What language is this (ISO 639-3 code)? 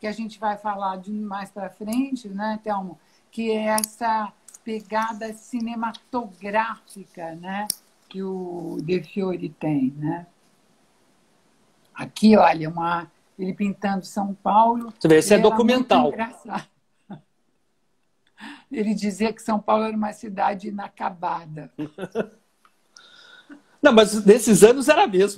por